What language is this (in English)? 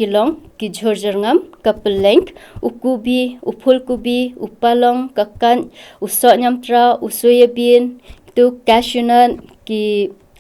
Khasi